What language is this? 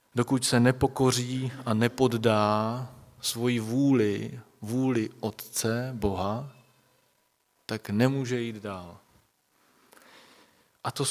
Czech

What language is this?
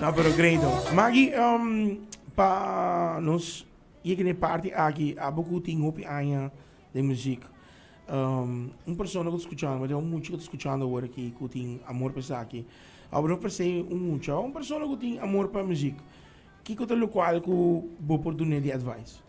Papiamento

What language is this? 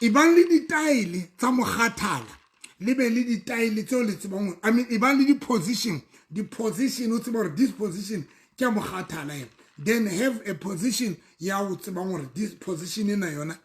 Southern Sotho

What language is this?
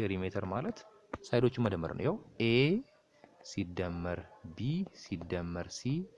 Amharic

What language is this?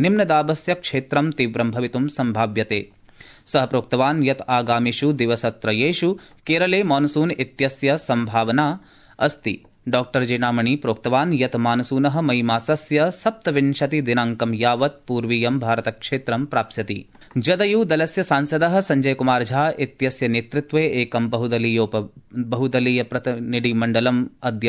Sanskrit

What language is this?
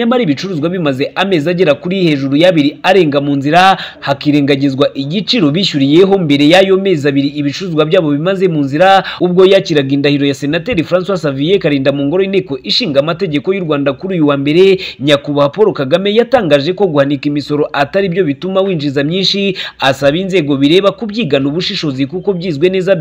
Kinyarwanda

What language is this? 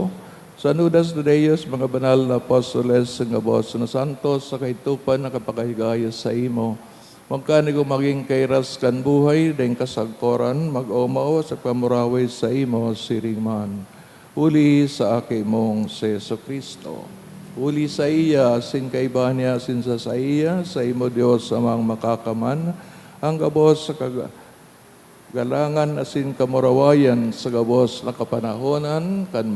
Bikol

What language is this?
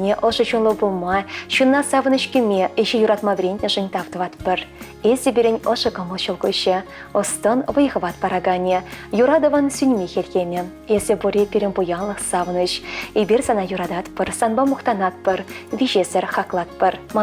Chuvash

